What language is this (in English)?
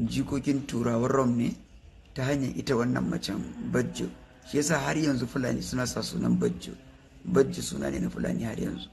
Hausa